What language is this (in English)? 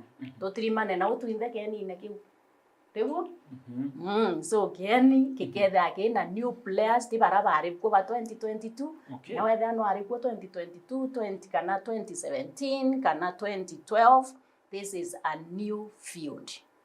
Meru